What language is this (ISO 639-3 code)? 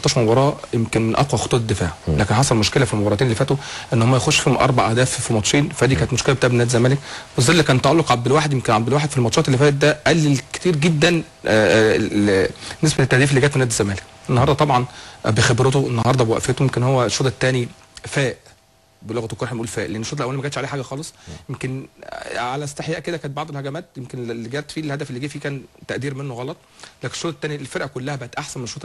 arz